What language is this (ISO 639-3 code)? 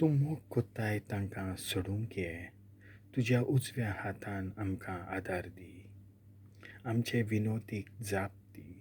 kok